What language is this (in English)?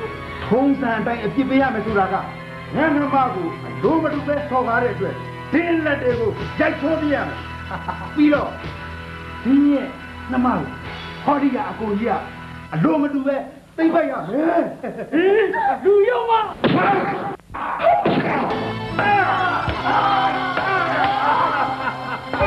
Burmese